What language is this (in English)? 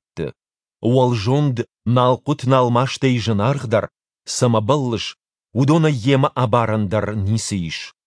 Ossetic